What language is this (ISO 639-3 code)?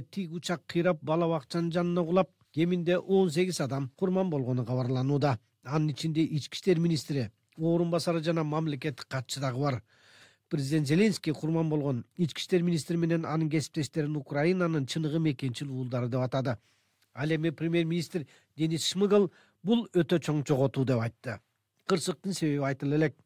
kir